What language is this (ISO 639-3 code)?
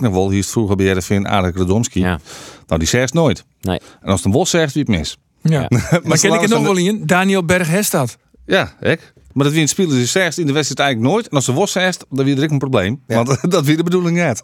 fry